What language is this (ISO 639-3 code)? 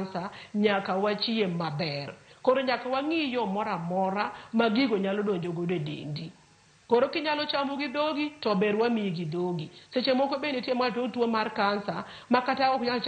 luo